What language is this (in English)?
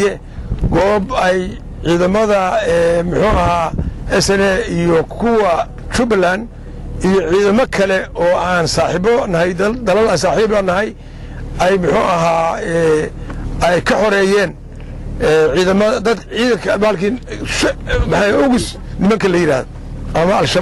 Somali